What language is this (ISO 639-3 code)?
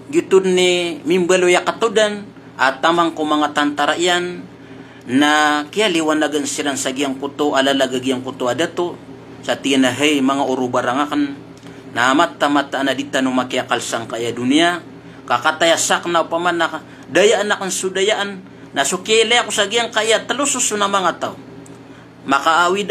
mrw